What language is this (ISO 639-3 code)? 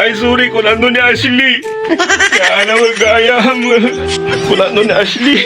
ilo